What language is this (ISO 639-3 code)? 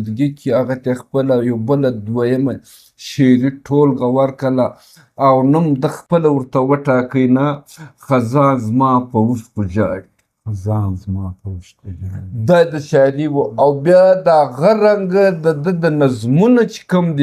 pus